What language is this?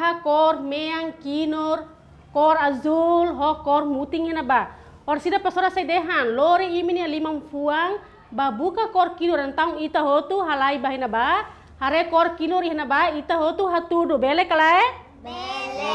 Tetum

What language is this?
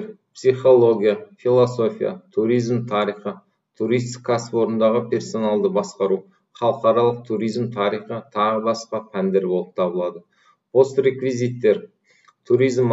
Kazakh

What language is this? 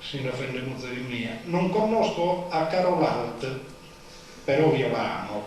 Sardinian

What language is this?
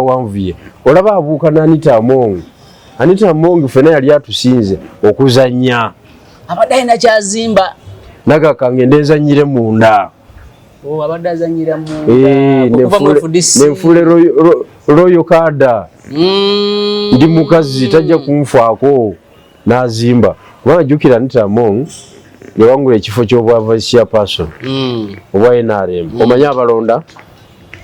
Ganda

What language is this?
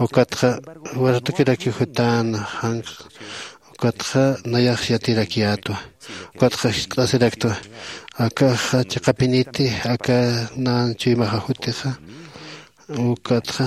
Aymara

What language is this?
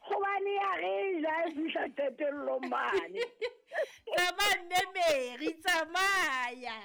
Southern Sotho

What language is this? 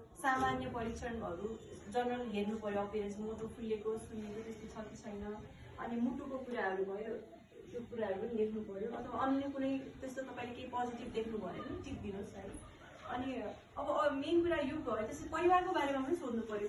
Nepali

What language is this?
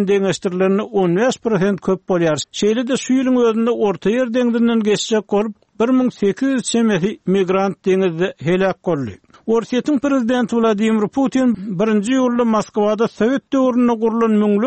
Turkmen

